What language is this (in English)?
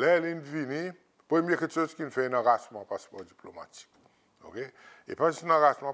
Seselwa Creole French